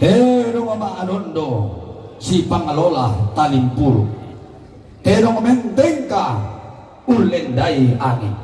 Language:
Toraja-Sa'dan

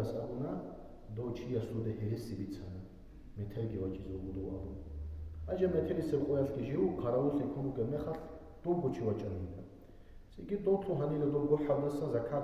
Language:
Avaric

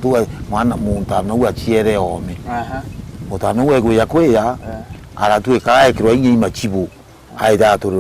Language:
Meru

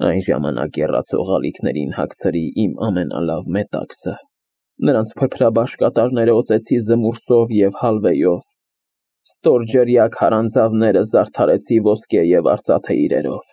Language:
Armenian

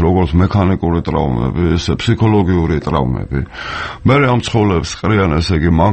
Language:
Georgian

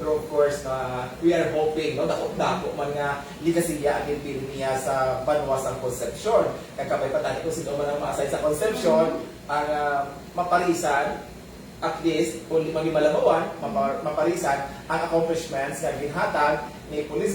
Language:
Hiligaynon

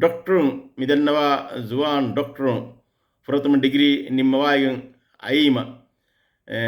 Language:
Divehi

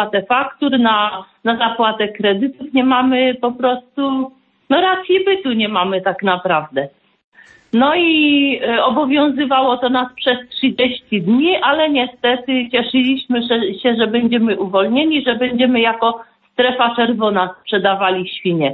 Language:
Polish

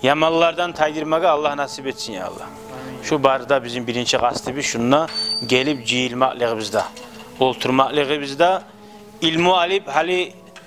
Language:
Kumyk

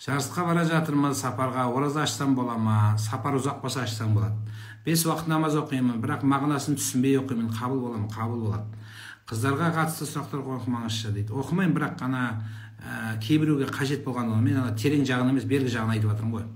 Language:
Kazakh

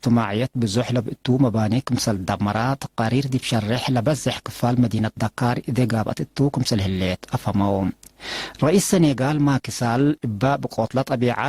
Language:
Tigre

